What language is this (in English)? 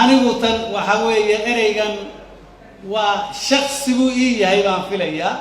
Somali